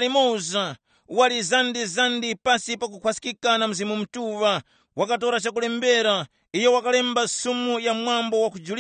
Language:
Tumbuka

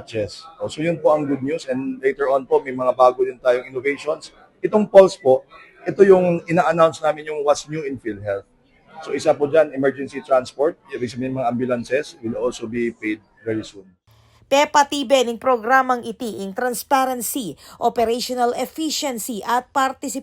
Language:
Pampanga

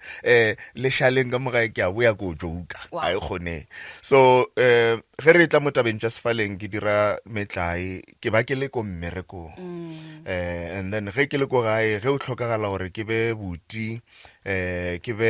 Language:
Northern Sotho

